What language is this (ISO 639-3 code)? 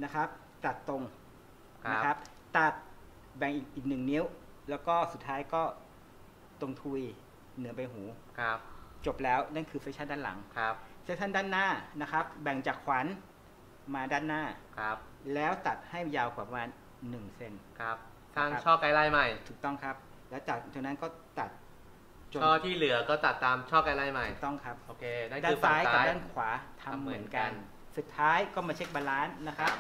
tha